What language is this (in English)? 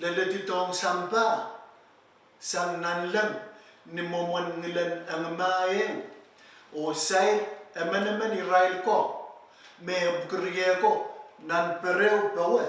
Pohnpeian